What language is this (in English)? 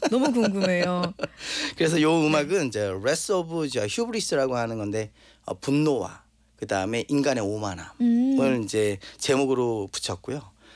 Korean